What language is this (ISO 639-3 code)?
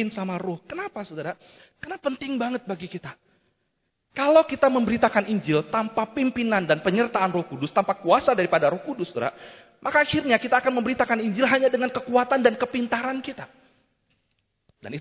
ind